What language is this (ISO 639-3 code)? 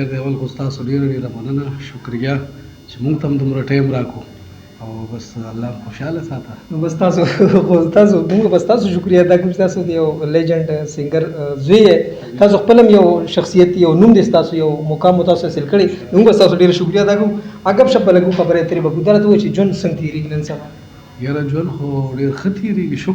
pus